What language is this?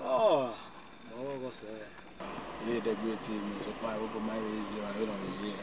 Bini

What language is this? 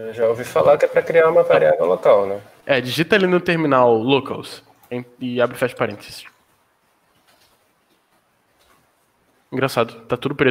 Portuguese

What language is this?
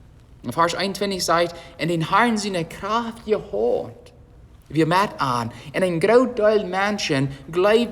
Plautdietsch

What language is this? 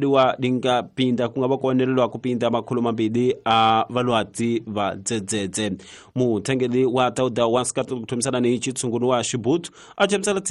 Tsonga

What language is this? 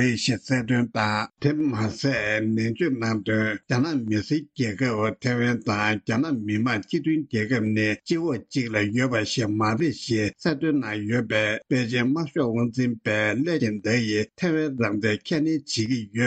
Tibetan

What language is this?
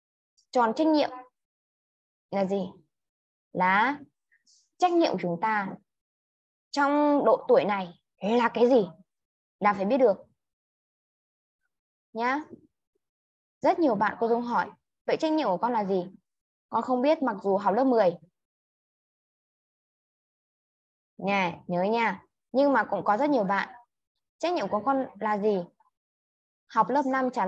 Vietnamese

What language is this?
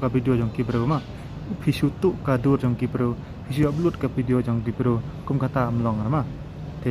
Khasi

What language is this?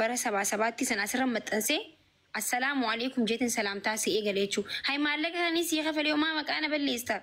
Oromo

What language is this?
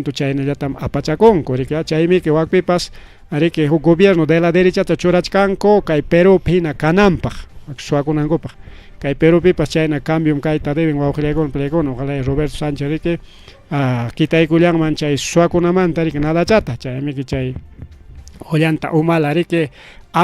Ayacucho Quechua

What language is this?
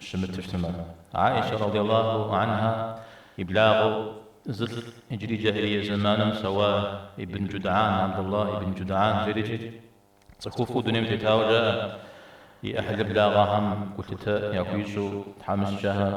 Kabardian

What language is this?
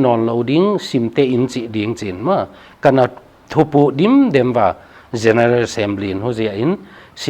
Paite Chin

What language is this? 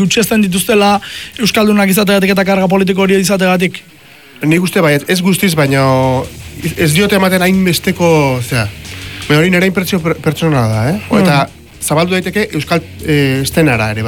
Basque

